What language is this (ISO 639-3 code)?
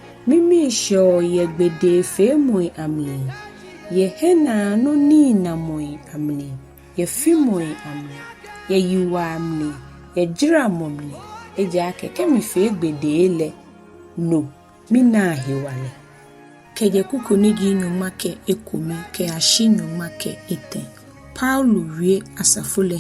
gaa